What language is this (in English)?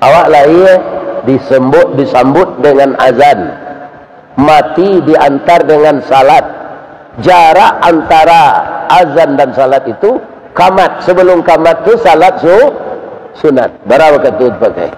Minangkabau